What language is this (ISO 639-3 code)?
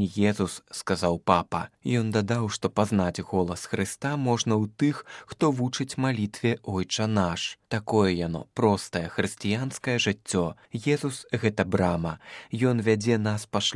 bel